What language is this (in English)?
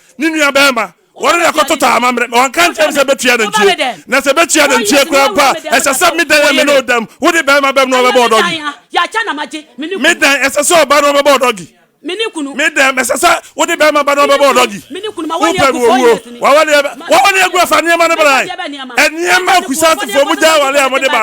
Akan